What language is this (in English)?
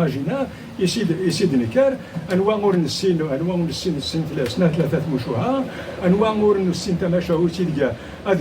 Kabyle